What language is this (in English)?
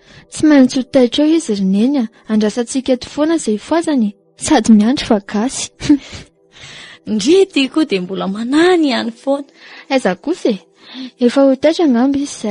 Malagasy